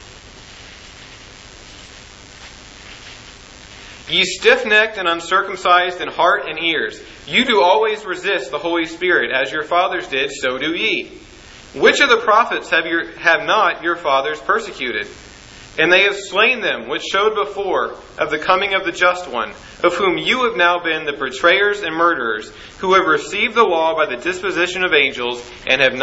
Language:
English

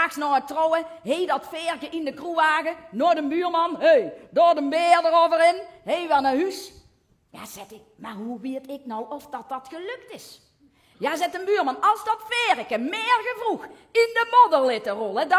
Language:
Limburgish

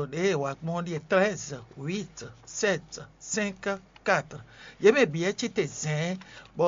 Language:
Fon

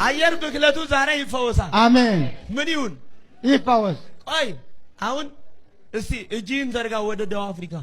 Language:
Amharic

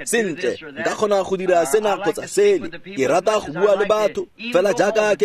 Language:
Tswana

